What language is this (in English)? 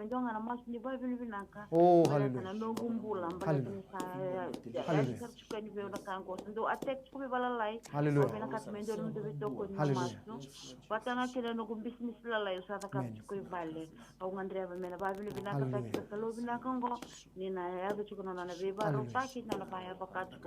Fijian